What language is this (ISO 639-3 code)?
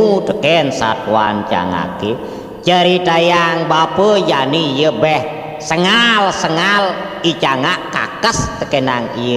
ban